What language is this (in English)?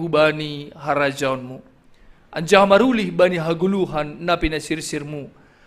Batak Simalungun